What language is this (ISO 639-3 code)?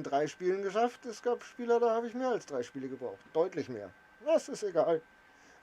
bar